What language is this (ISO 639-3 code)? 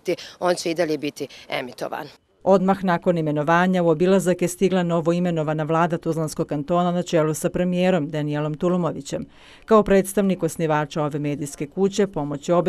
bos